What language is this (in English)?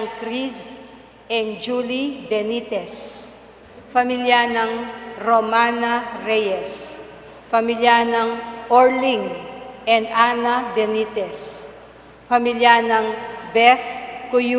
Pampanga